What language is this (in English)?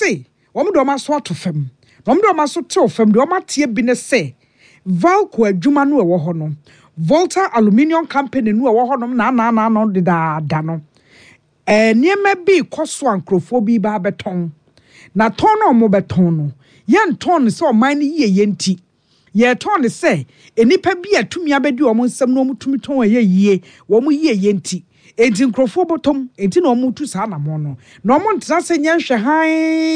Akan